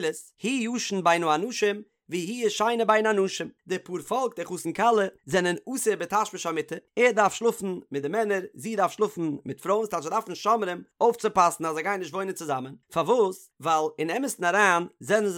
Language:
Yiddish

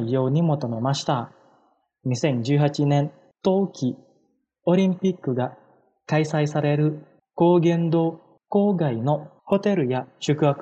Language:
Japanese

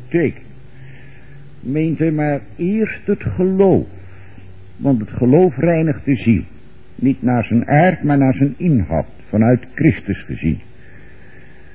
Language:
Dutch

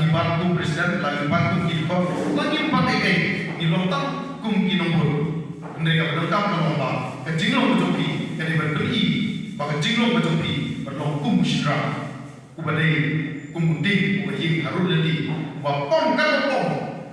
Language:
Khasi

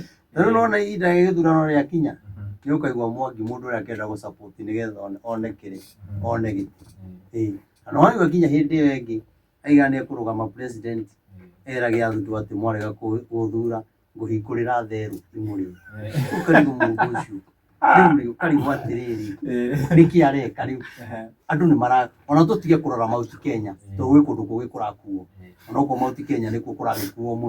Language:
Kikuyu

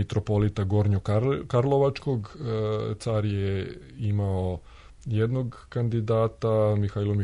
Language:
Serbian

